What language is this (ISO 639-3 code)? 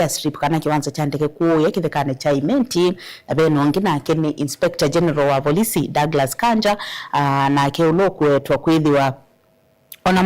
kam